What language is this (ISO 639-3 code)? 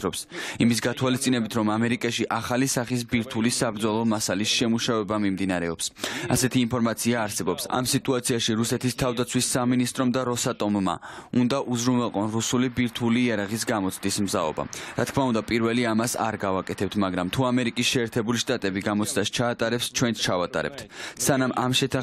kat